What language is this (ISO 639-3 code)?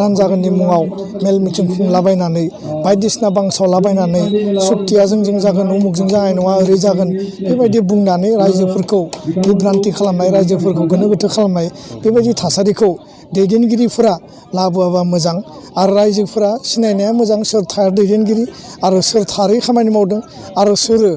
brx